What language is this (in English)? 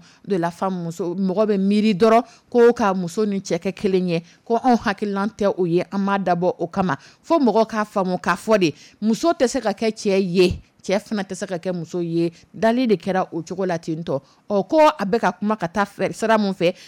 Dyula